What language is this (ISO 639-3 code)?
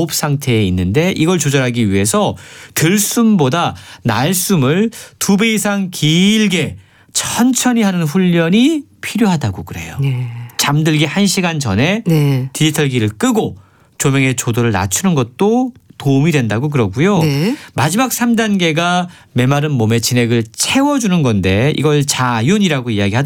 kor